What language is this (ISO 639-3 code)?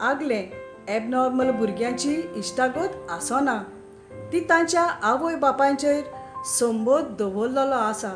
kok